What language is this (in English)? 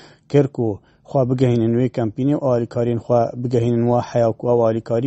Kurdish